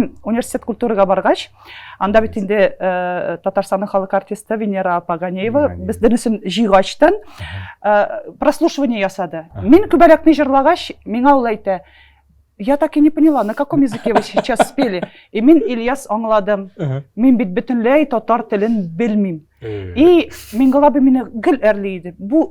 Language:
Tatar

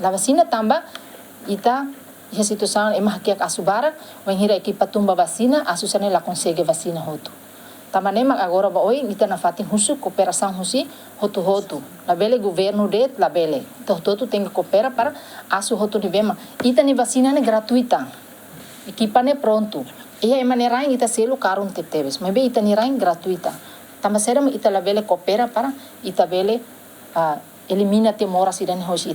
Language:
Tetum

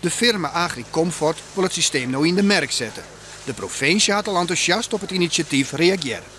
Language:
Western Frisian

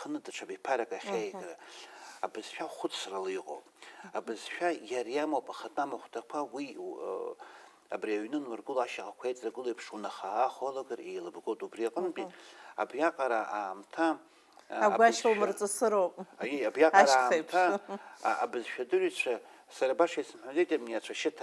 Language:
Abkhazian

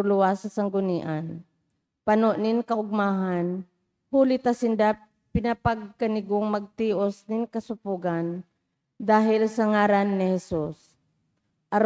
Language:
Bikol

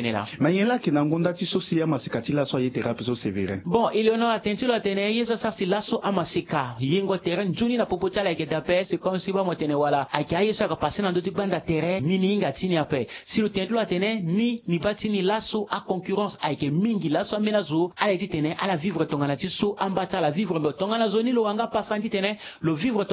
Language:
Sango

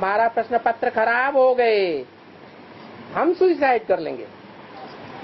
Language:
Hindi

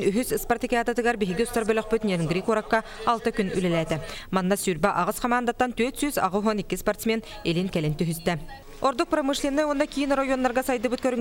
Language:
Yakut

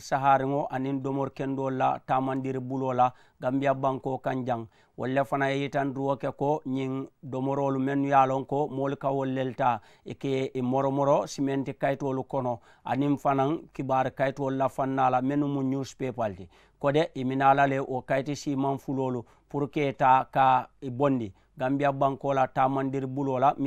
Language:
Mandingo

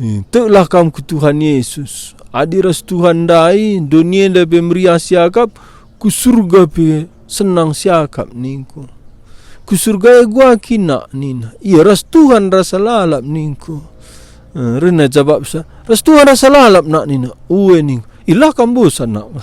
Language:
Batak Karo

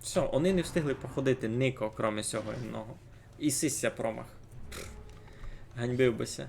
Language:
Rusyn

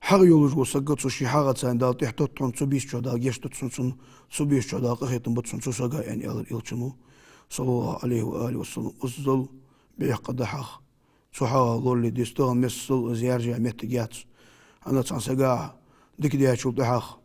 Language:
Ingush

